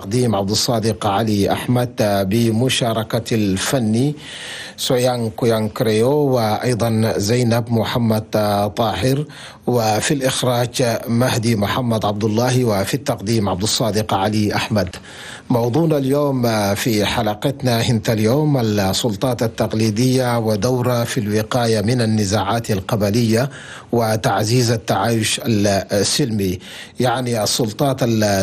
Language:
Chadian Arabic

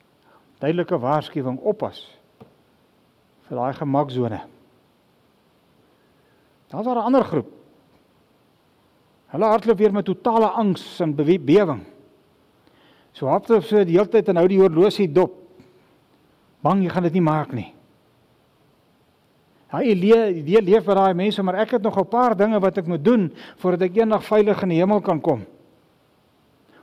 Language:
Afrikaans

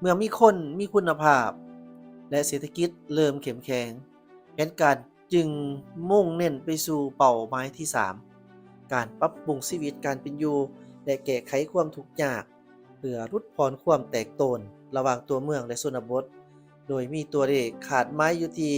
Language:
Lao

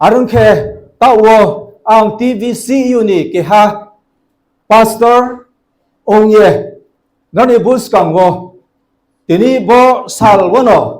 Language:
Riang (India)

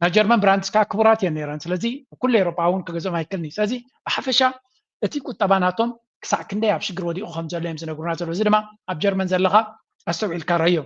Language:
Tigrinya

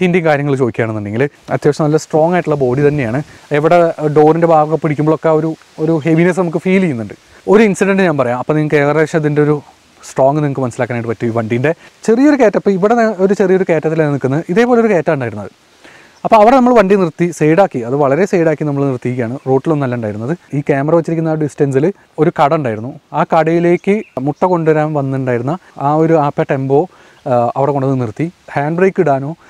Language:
Malayalam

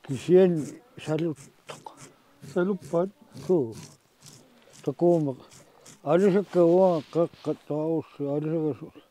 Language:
Kalaallisut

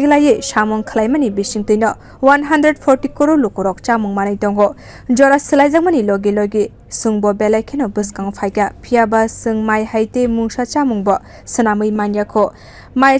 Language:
Kok Borok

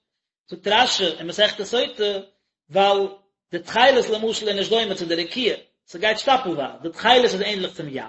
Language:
Yiddish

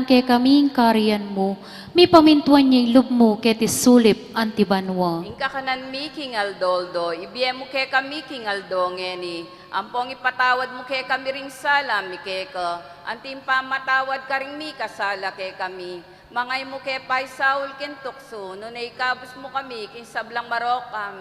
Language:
Pampanga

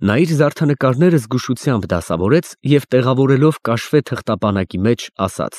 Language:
Armenian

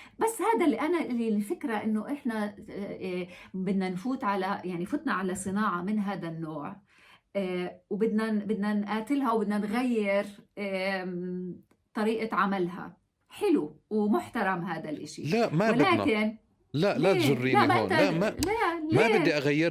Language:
North Levantine Arabic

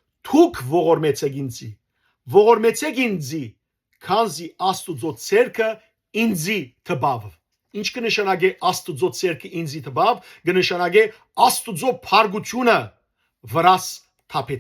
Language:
Western Armenian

